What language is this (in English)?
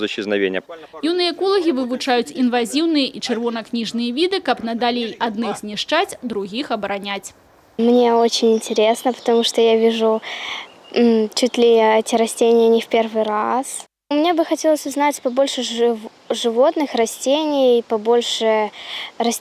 Belarusian